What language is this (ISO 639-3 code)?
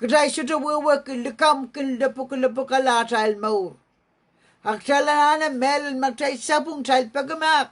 pon